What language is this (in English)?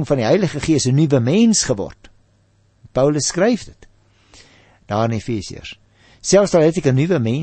Afrikaans